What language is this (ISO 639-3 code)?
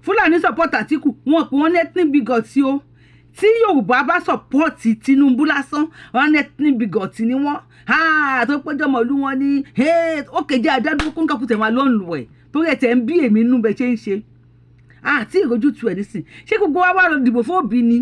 yor